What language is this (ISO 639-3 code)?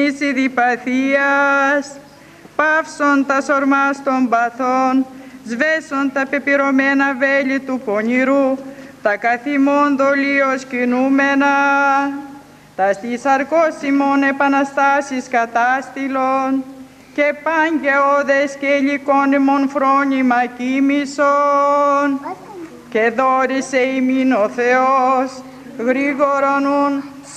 ell